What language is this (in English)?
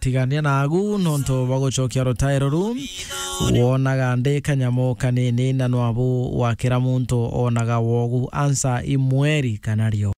Meru